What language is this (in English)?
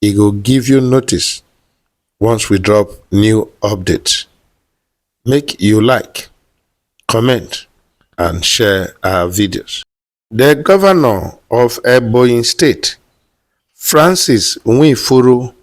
Nigerian Pidgin